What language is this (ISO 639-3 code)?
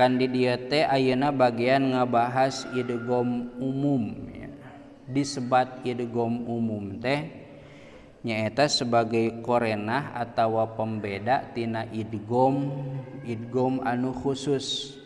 sun